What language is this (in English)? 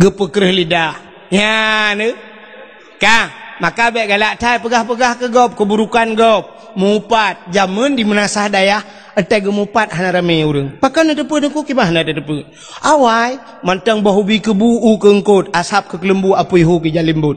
Achinese